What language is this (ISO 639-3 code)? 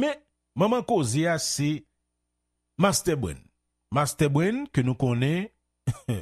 hat